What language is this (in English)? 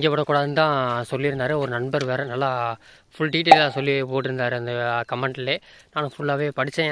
Tamil